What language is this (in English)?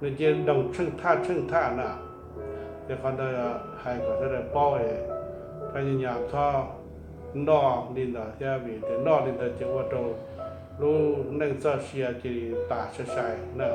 Hmong